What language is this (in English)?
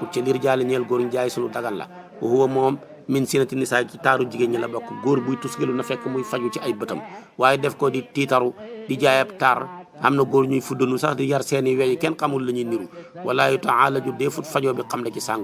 Wolof